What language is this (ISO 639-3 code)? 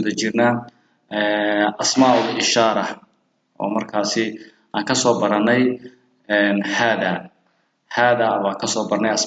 som